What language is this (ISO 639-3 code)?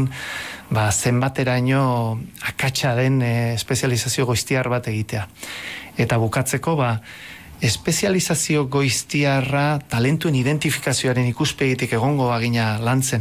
eus